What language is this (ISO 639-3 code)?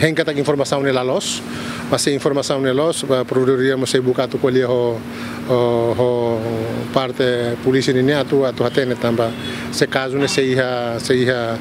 tet